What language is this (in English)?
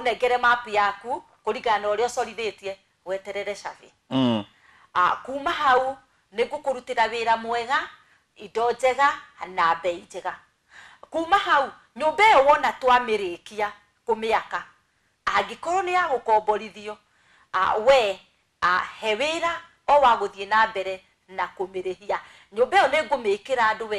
Kikuyu